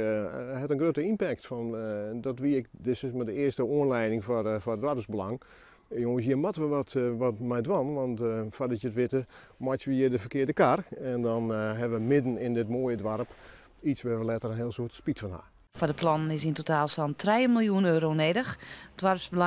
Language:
Western Frisian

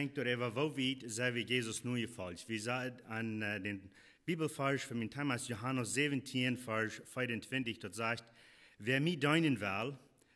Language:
Plautdietsch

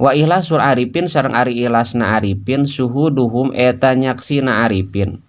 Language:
Sundanese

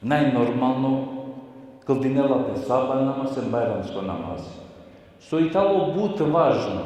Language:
Balkan Romani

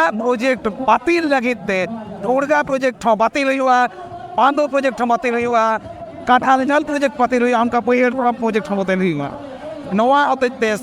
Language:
Santali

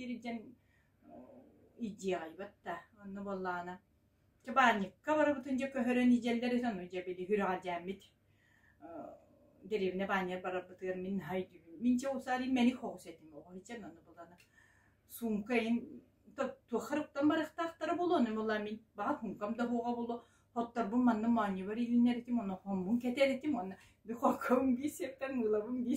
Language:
Yakut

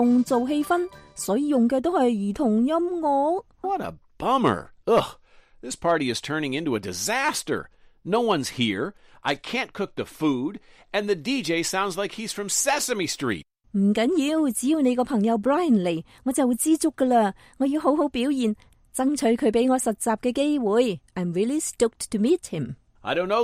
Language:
Cantonese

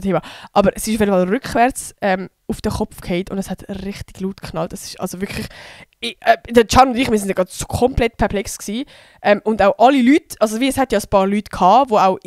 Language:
Swiss German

